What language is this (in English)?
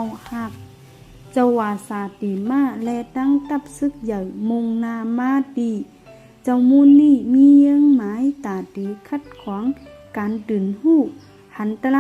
Shan